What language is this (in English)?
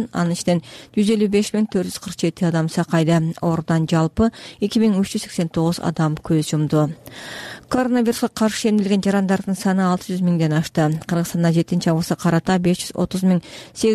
Kyrgyz